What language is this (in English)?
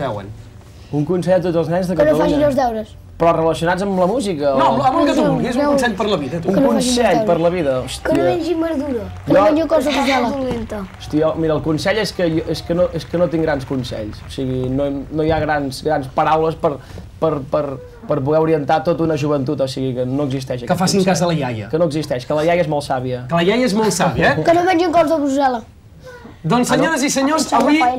Catalan